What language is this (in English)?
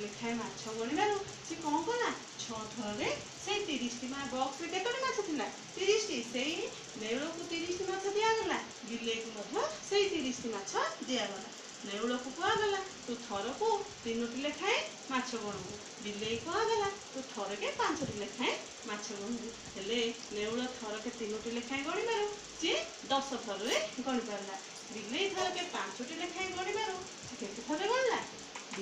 Odia